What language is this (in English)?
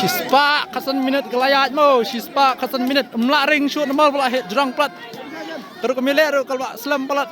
Khasi